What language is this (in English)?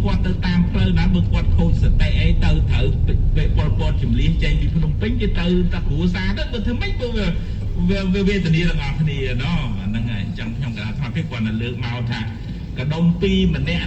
Khmer